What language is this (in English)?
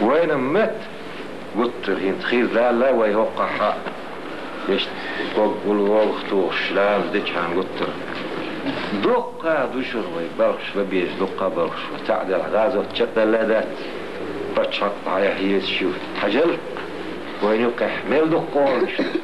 Chechen